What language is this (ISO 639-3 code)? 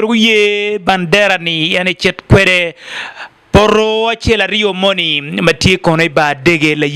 ach